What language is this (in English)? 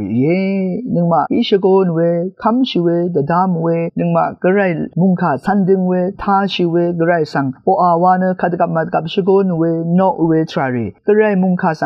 Rawang